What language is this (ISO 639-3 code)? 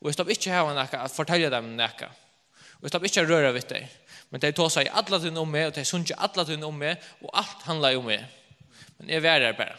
fao